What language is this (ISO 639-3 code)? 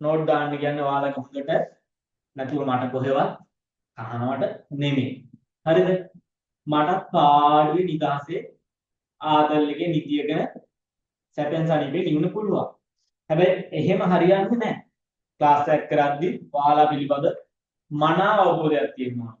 sin